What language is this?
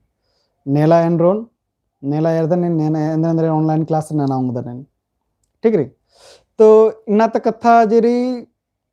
Kurukh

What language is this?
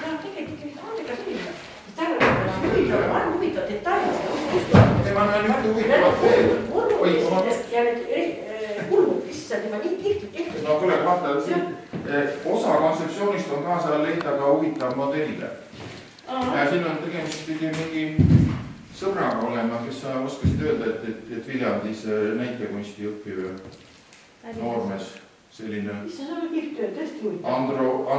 Estonian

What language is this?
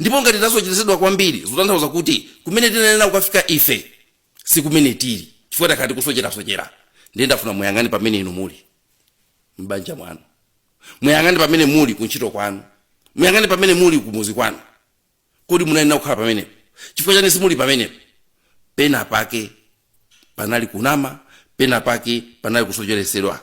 Nyanja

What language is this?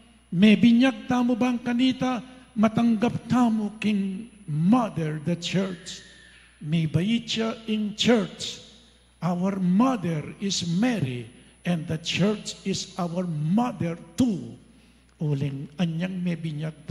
Pampanga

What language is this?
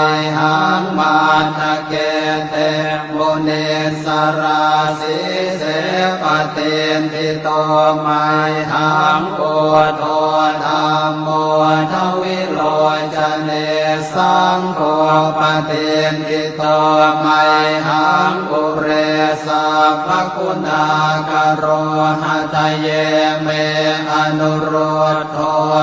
Pali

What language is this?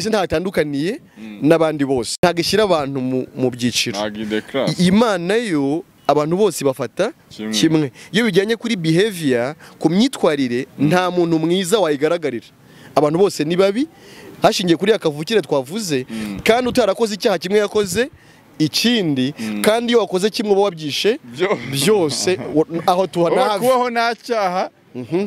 Kinyarwanda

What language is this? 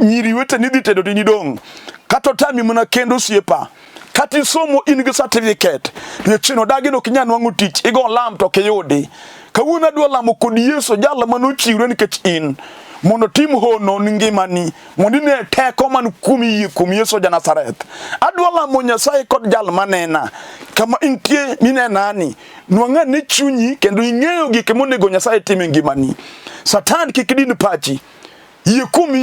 Luo (Kenya and Tanzania)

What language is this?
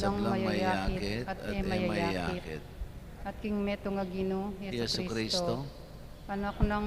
Pampanga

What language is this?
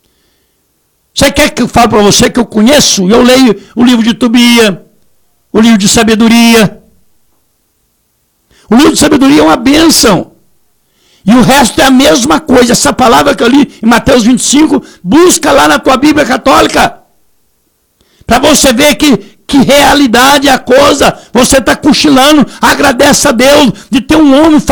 Portuguese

